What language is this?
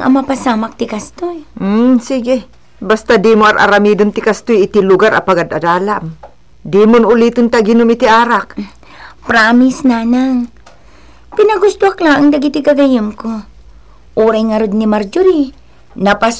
Iloko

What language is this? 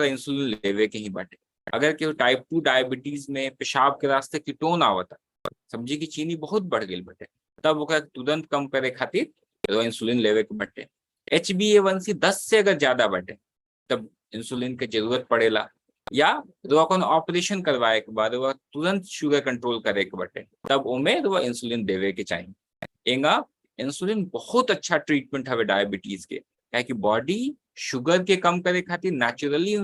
Bhojpuri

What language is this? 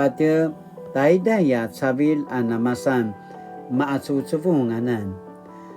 Paiwan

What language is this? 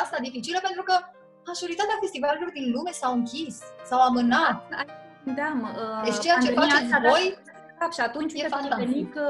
Romanian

